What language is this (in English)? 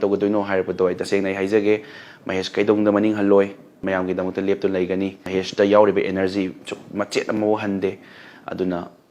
Manipuri